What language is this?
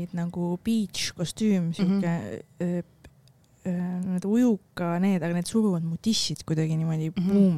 Estonian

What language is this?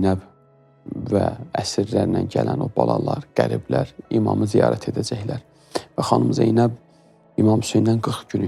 Azerbaijani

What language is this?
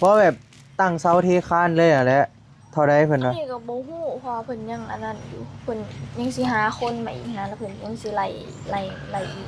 Northeastern Thai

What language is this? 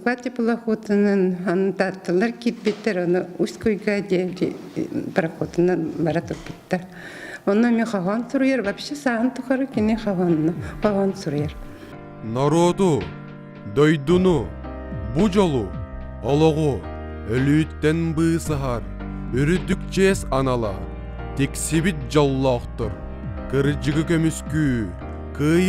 Yakut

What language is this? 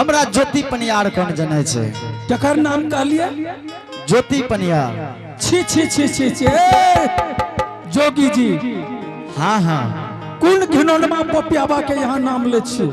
Angika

